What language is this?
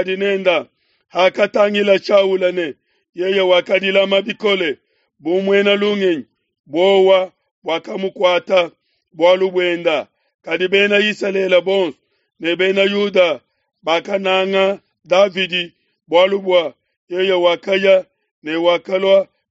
Luba-Lulua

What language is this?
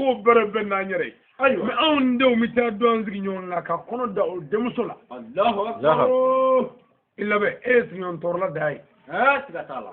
Bambara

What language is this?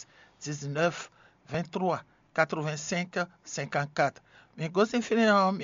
Fon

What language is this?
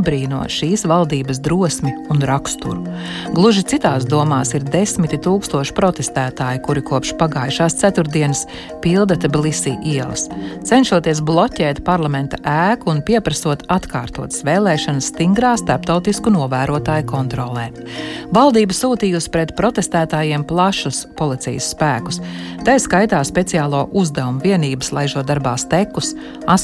Latvian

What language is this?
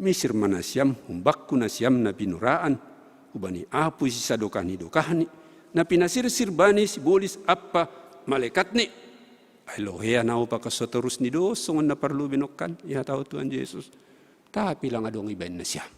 Batak Simalungun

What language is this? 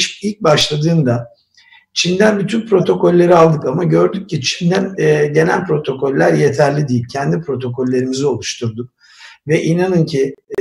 Turkish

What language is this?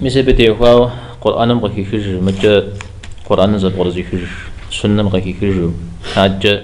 Kabardian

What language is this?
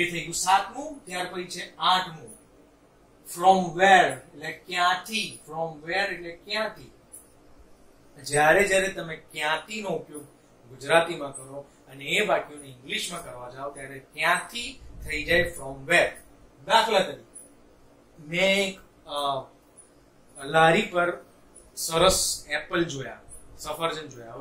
Gujarati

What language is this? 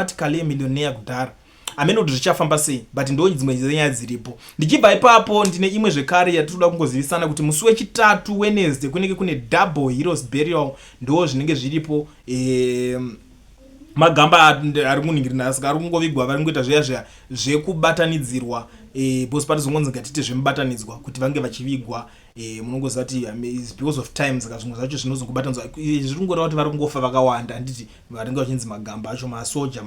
Shona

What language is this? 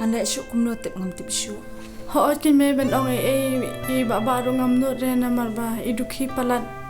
Khasi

